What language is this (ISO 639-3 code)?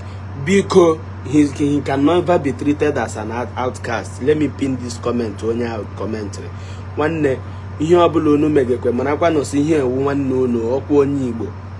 ibo